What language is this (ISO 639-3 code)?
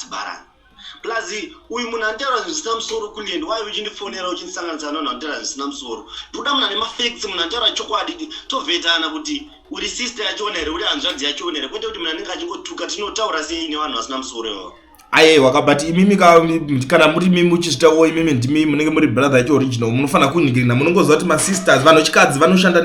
sna